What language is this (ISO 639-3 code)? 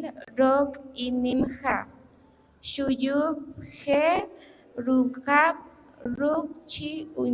poh